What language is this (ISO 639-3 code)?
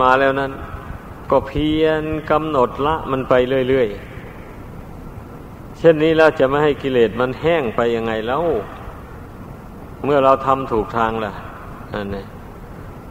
tha